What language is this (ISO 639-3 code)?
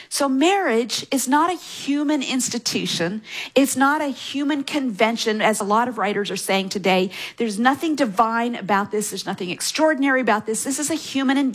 eng